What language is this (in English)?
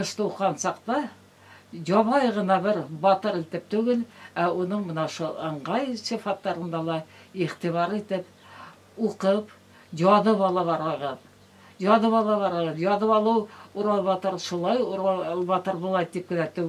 Bashkir